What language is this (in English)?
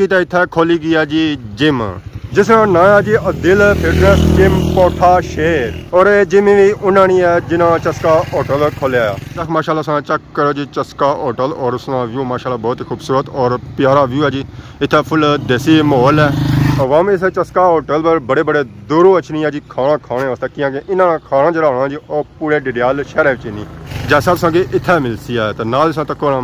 Pahari-Potwari